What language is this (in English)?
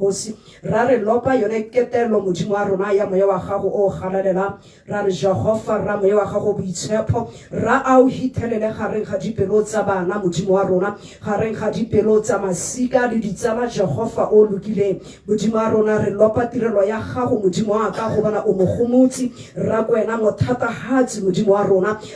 Tswana